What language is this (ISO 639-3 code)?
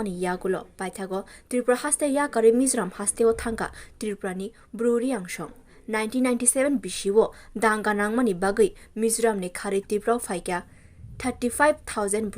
trp